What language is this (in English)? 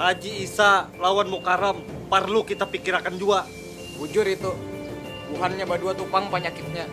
Banjar